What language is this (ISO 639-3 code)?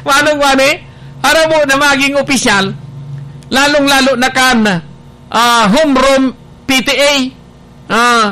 bik